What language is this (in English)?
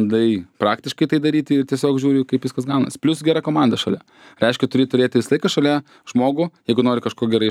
Lithuanian